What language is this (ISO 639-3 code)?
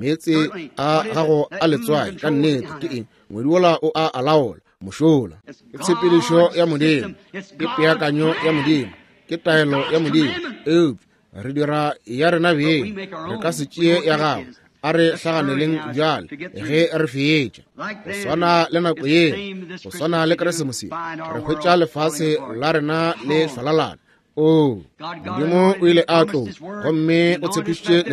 nso